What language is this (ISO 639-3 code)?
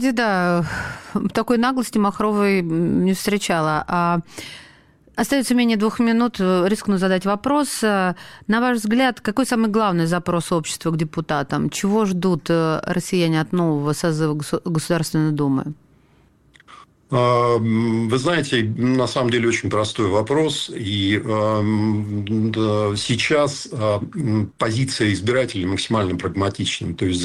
rus